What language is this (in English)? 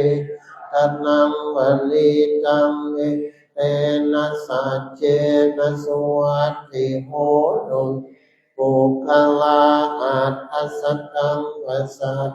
Pali